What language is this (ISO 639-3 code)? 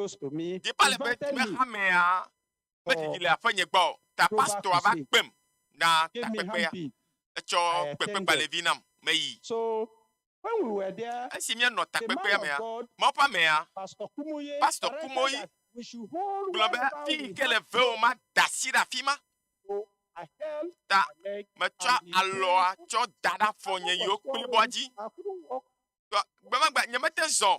ewe